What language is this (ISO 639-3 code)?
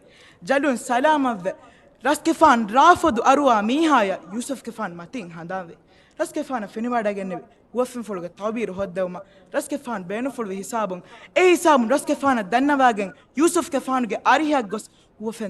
div